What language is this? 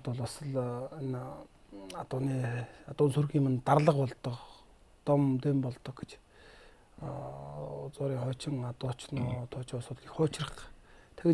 Mongolian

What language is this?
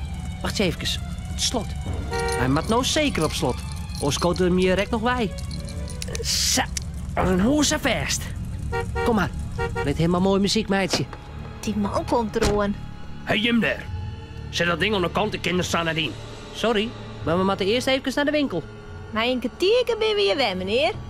Western Frisian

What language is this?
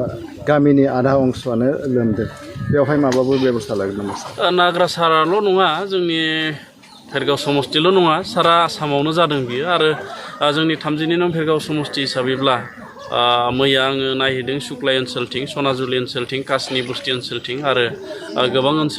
Bodo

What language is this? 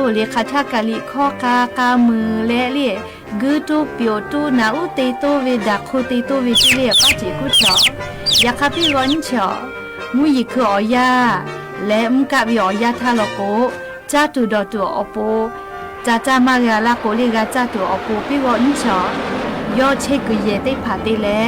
Lahu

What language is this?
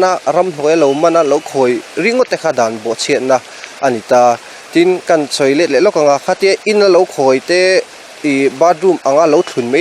Mizo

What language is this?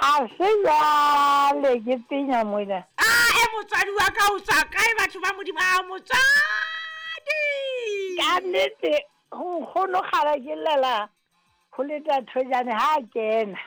Southern Sotho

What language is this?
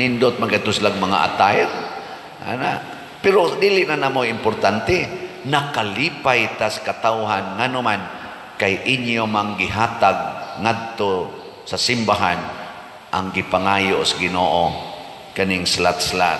Cebuano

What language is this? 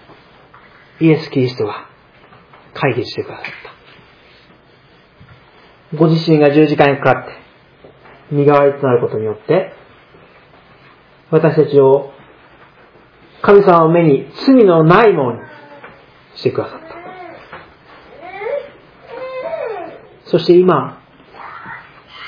Japanese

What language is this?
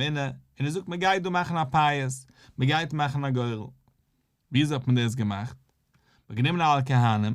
Yiddish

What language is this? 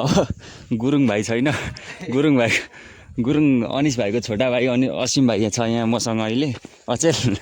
Nepali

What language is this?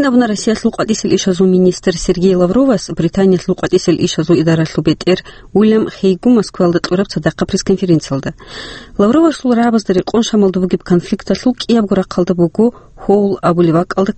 Avaric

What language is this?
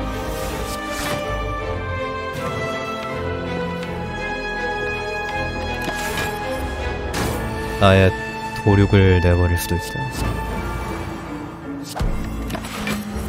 Korean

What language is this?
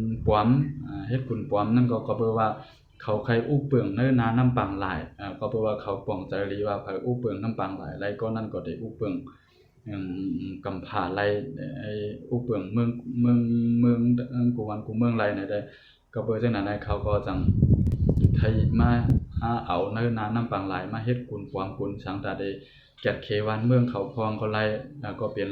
Shan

